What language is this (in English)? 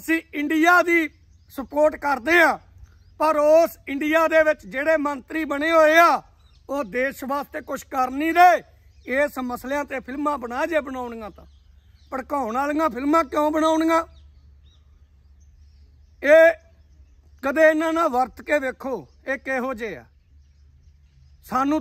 Punjabi